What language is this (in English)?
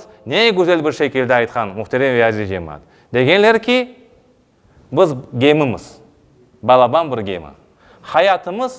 Crimean Tatar